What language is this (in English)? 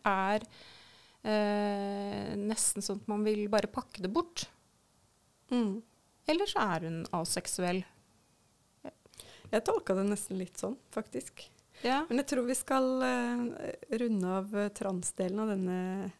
Norwegian